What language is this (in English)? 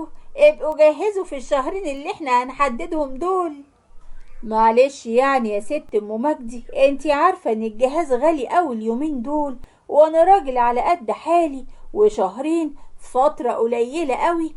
Egyptian Arabic